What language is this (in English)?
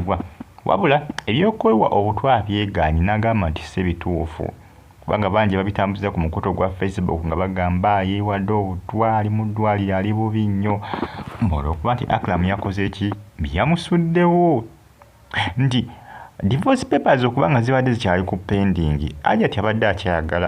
Ganda